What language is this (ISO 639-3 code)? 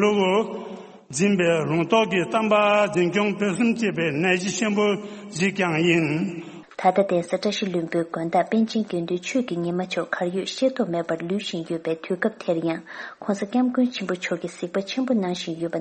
bod